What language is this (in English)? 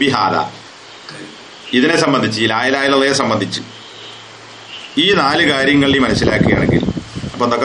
Malayalam